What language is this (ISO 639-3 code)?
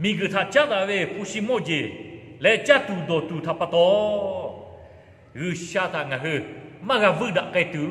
lhu